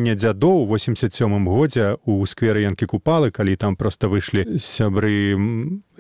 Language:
Belarusian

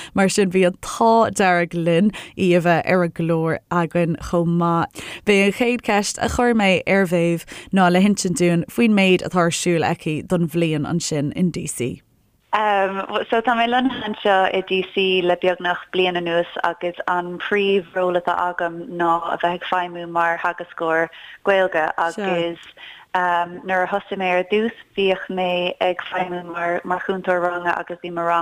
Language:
Irish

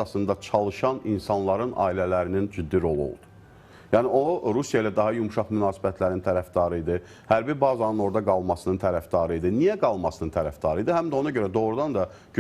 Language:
Azerbaijani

